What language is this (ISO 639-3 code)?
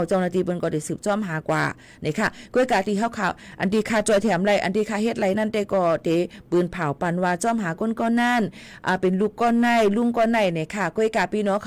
shn